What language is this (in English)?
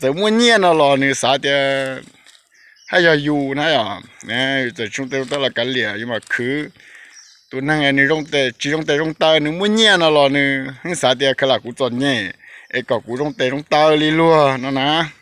Hmong